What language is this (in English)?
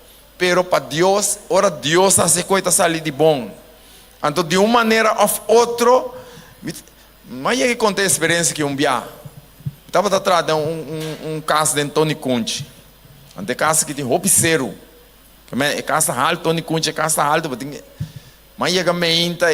Papiamento